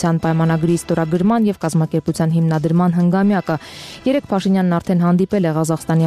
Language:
Armenian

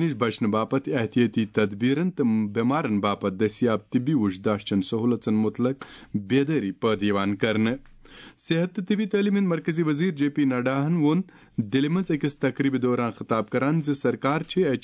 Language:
Kashmiri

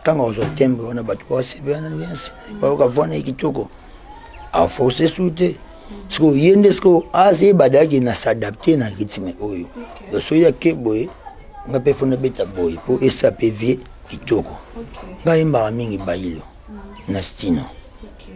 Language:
Lingala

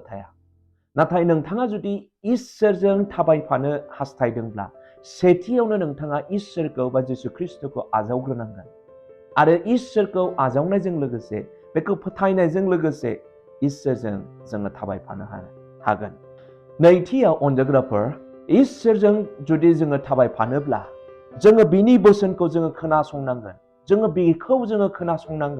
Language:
Bodo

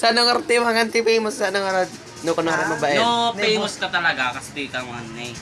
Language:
Iloko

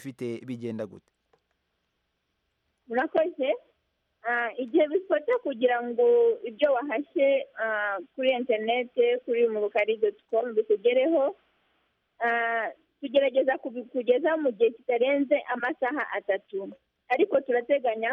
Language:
Kinyarwanda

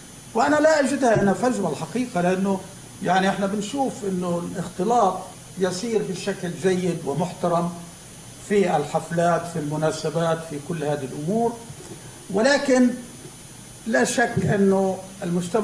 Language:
North Levantine Arabic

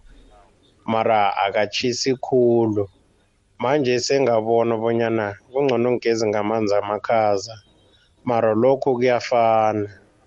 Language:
South Ndebele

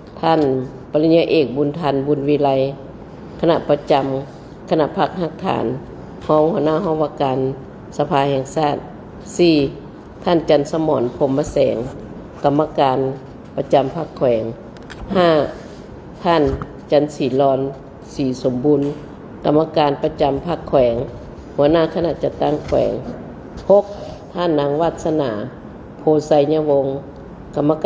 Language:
Lao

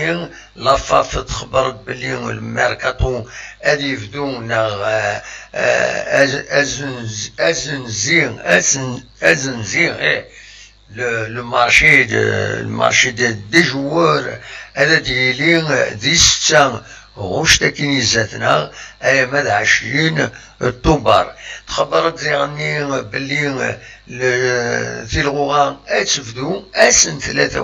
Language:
Kabyle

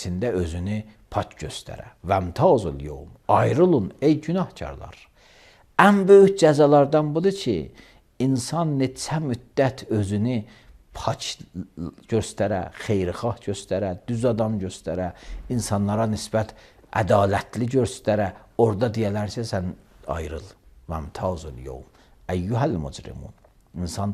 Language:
Azerbaijani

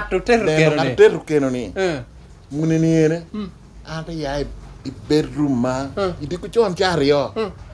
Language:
Lango (Uganda)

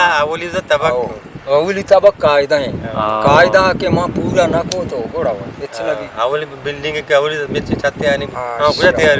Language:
Eastern Balochi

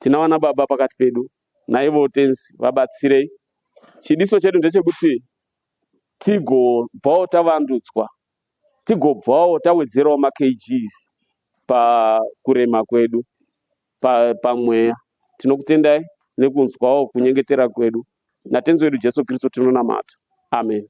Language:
Shona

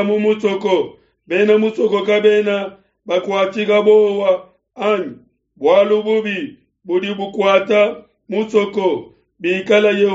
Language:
Luba-Lulua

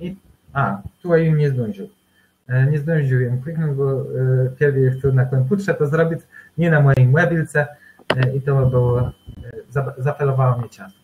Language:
Kashubian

